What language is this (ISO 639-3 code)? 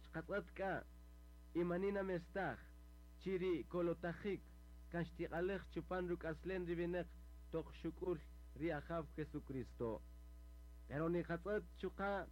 cak